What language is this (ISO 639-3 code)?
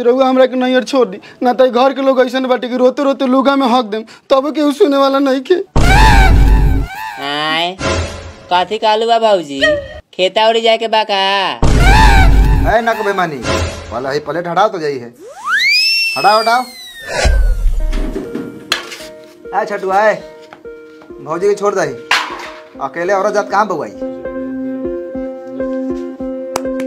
bho